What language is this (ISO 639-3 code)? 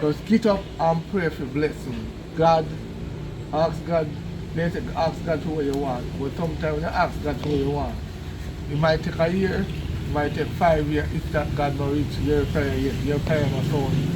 jam